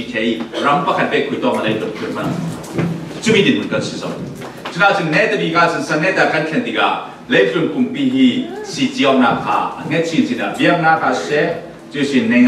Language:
Falam Chin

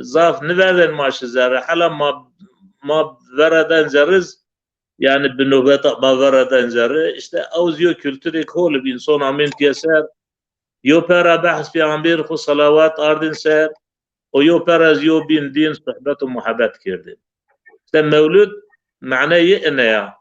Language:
Zaza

